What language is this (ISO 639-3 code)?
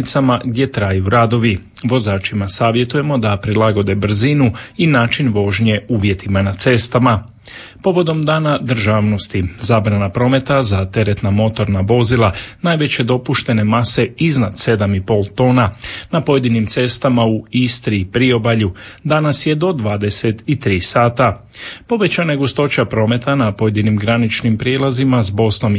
hrv